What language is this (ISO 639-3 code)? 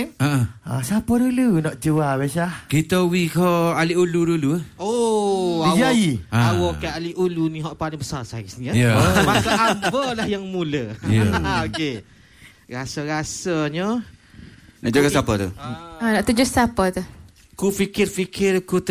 msa